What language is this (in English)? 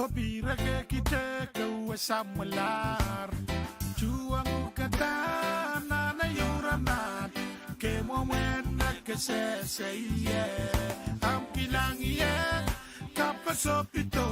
Pohnpeian